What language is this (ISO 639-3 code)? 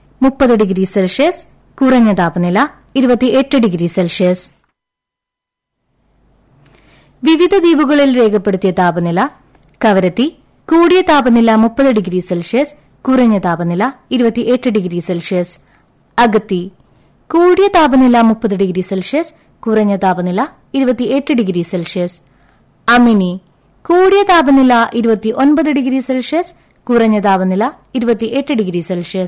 mal